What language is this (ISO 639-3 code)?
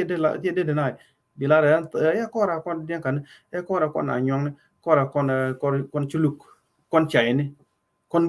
nus